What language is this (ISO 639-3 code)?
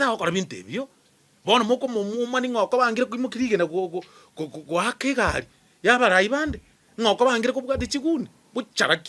guz